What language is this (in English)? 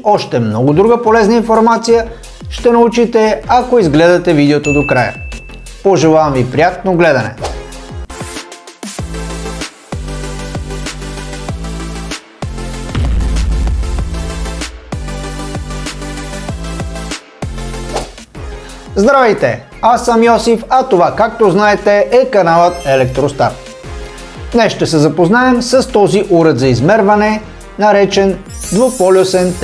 Bulgarian